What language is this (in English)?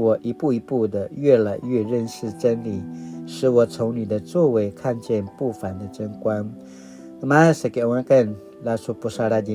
Paiwan